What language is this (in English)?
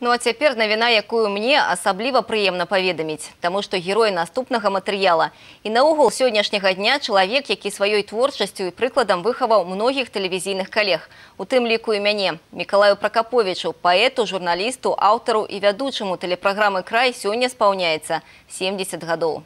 Belarusian